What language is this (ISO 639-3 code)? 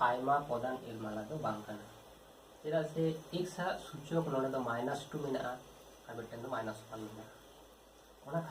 sat